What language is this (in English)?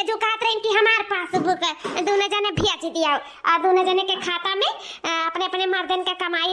Awadhi